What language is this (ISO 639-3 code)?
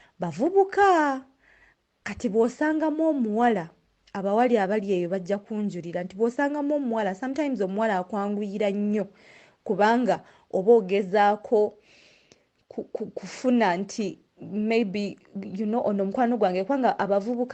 lug